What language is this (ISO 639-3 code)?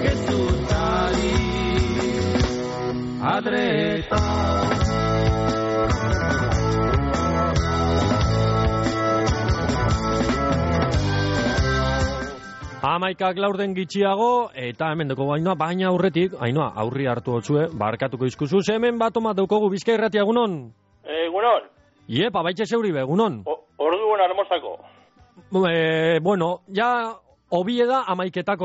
eus